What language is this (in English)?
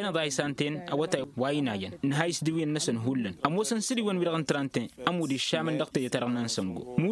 Tamasheq